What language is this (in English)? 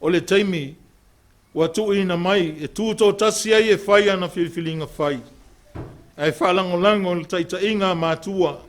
Samoan